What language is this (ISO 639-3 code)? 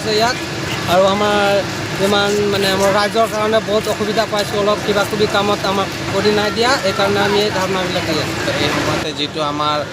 asm